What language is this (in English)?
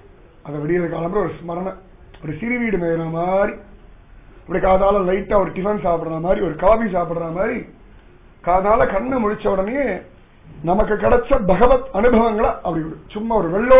Tamil